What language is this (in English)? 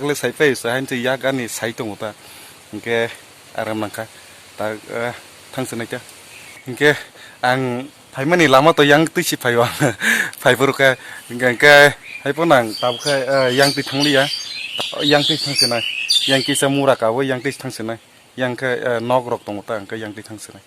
Kok Borok